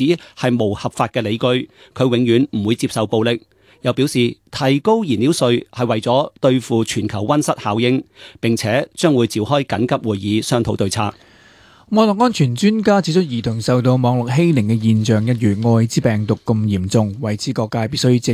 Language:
Cantonese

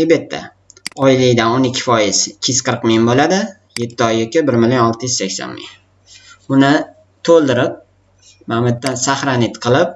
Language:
Uzbek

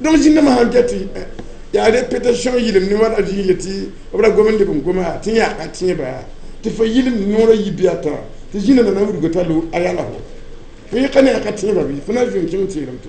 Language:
Mossi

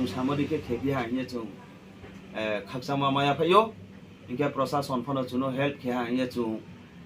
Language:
Riang (India)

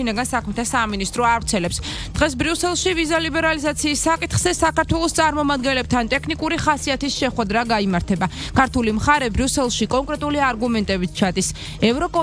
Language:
Georgian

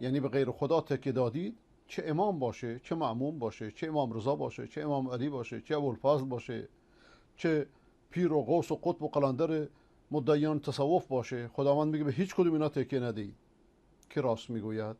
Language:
Persian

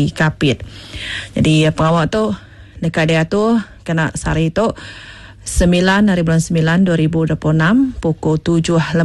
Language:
Iban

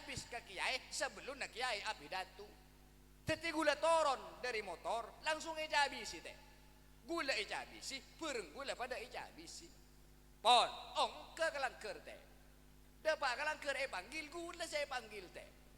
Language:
Madurese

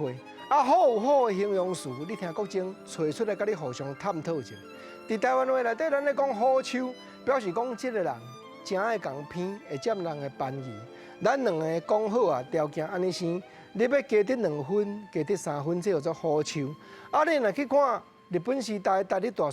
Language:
Min Nan Chinese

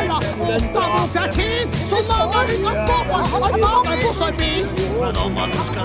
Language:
Faroese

